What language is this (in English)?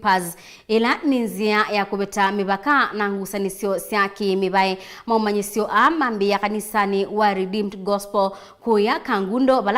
Kamba